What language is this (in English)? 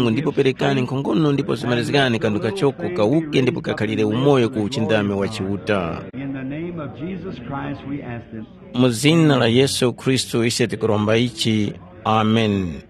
Tumbuka